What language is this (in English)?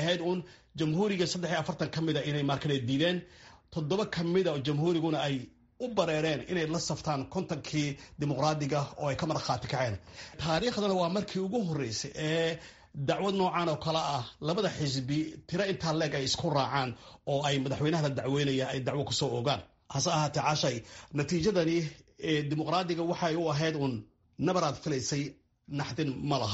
Somali